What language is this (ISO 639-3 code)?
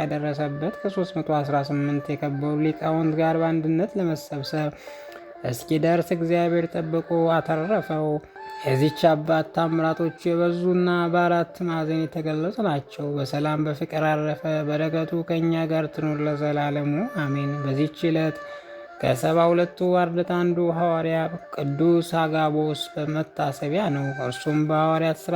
amh